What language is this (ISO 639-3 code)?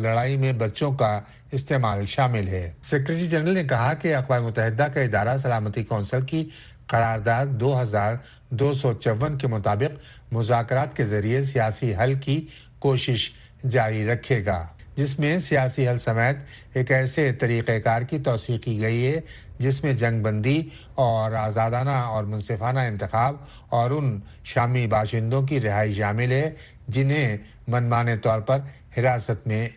urd